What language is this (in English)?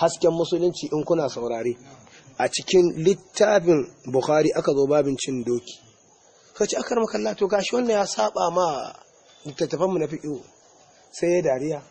Hausa